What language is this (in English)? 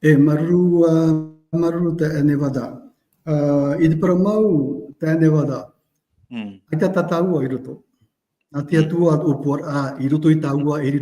Tahitian